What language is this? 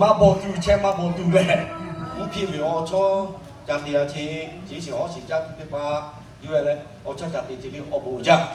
Lahu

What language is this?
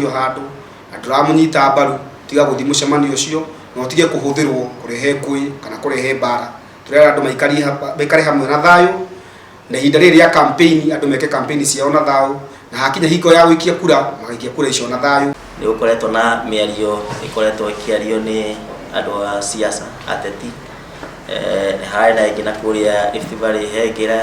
Kikuyu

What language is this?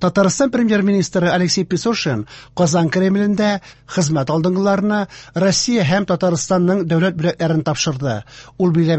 Tatar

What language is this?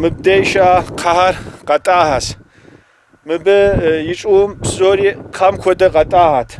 Kabardian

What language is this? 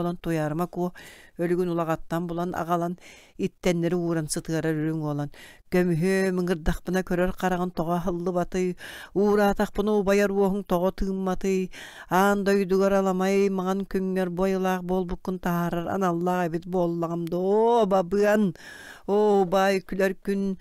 Yakut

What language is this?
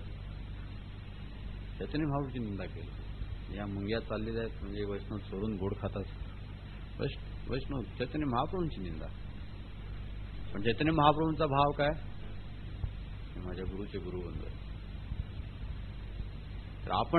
Marathi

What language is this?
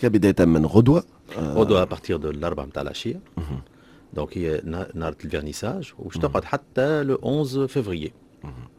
Tunisian Arabic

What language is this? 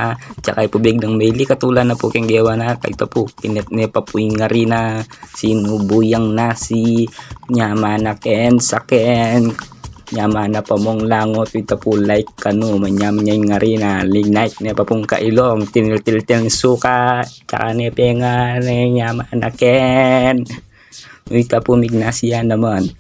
Pampanga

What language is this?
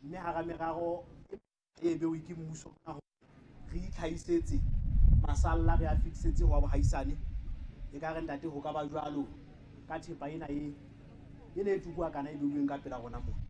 Southern Sotho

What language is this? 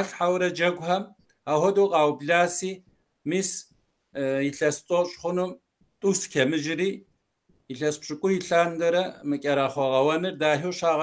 Kabardian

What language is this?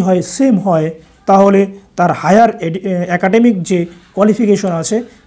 Bangla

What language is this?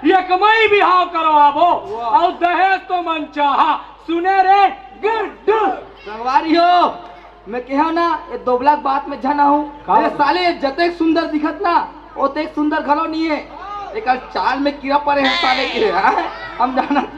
Chhattisgarhi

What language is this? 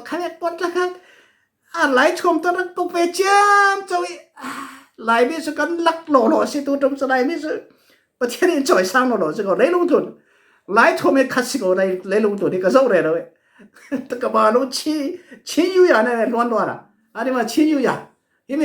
Falam Chin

